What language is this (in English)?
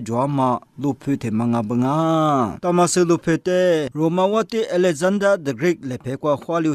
Lisu